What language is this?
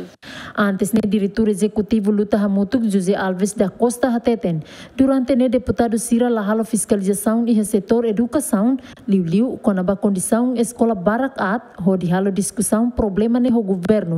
Tetum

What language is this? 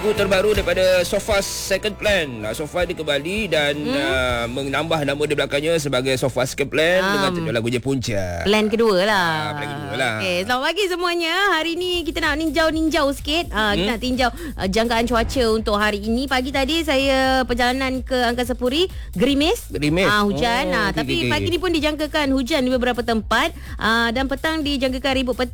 Malay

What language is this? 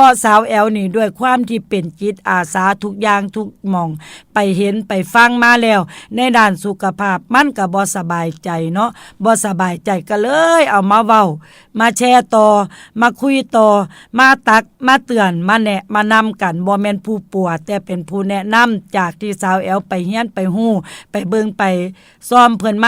Northeastern Thai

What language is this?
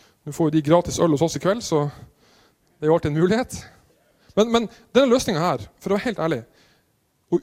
Norwegian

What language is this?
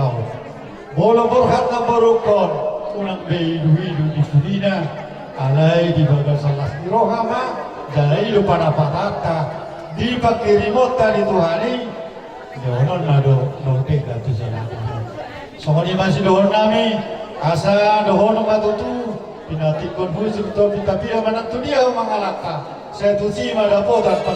Batak Toba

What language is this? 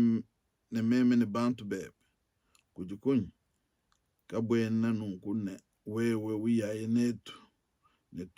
Luba-Lulua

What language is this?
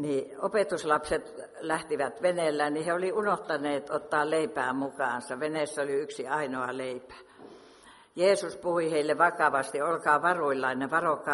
Finnish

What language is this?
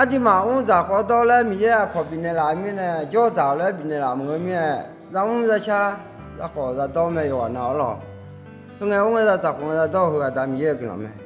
Akha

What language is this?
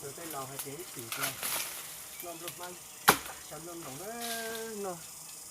Hmong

